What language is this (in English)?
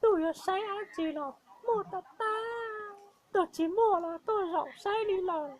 Hmong